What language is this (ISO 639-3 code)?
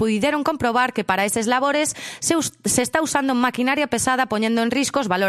glg